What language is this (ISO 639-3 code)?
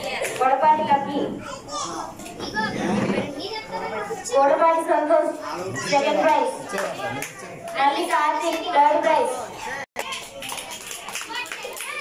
tel